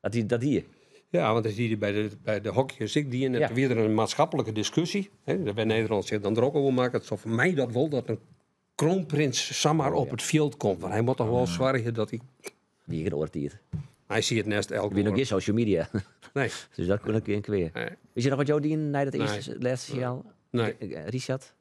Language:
Western Frisian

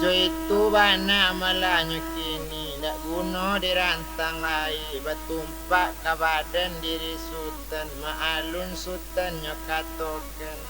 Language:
Minangkabau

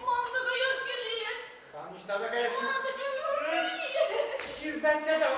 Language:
Chuvash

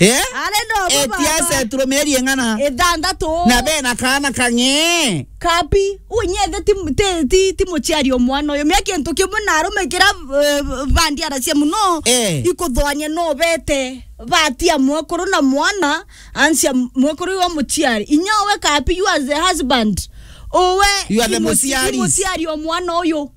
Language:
Meru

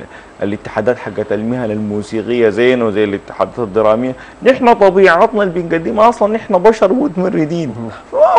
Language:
Sudanese Arabic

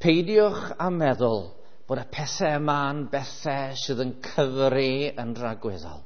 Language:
Welsh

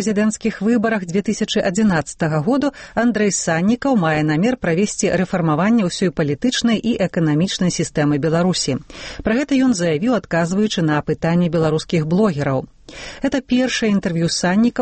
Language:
Belarusian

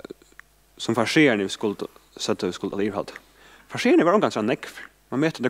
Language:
Faroese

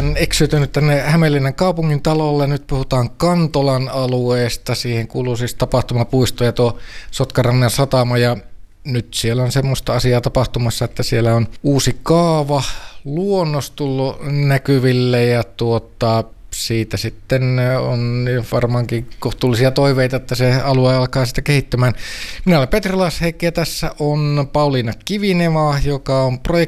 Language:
Finnish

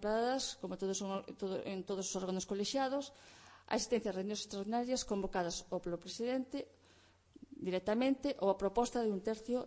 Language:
Galician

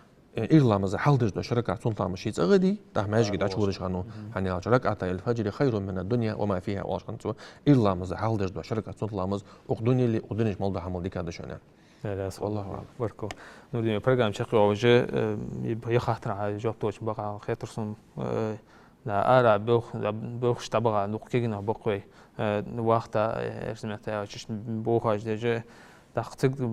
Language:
Ingush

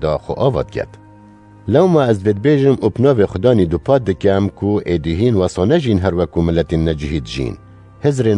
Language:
Kurdish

